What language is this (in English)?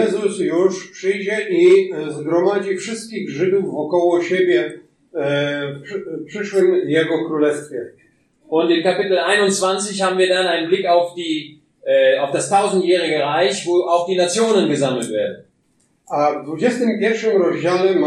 Polish